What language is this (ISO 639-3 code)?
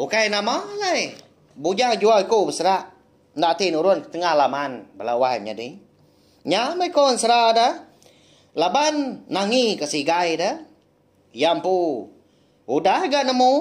iba